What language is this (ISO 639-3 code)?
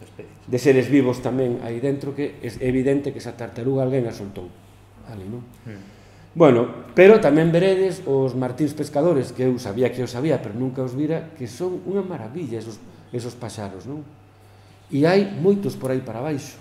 glg